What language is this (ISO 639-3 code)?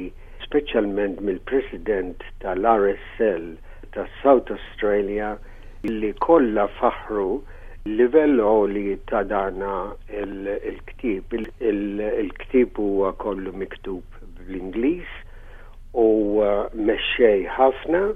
mlt